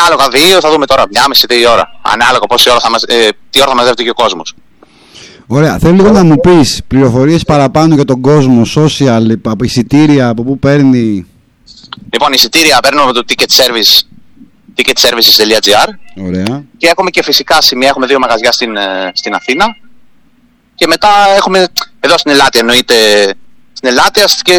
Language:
Greek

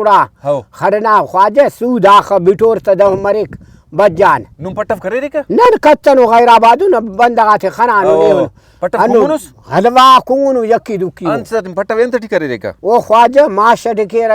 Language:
Brahui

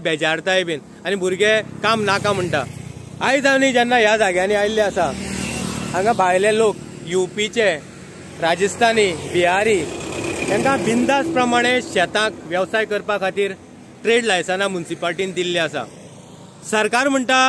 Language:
Konkani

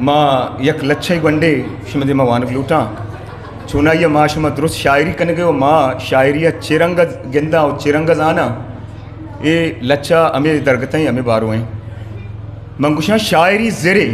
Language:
Eastern Balochi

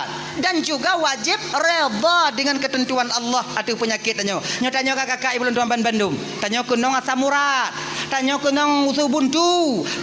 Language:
Achinese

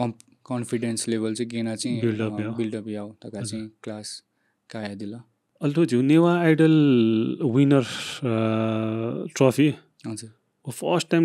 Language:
Newari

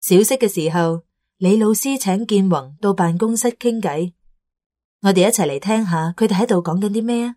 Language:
Cantonese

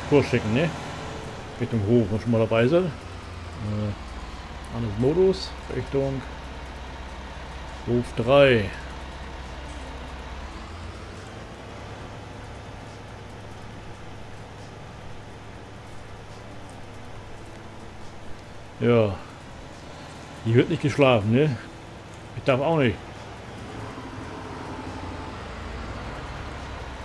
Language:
German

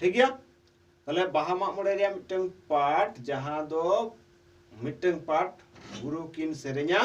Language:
Santali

